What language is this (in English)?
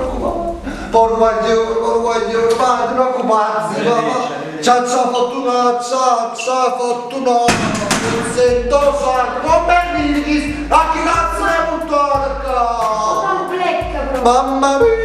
Neapolitan